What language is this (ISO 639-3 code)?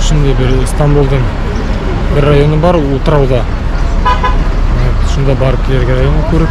bak